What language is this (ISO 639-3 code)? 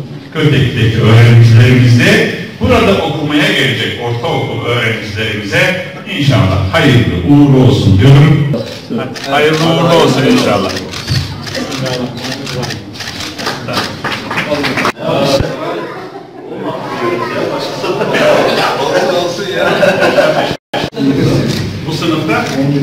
tur